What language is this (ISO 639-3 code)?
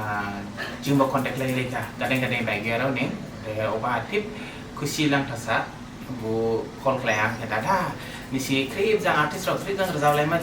dis